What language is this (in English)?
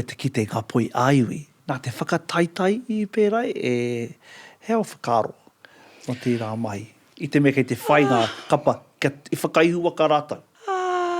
Māori